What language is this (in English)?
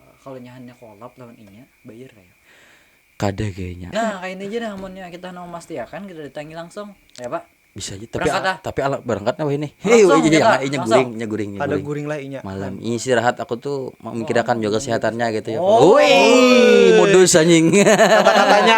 Banjar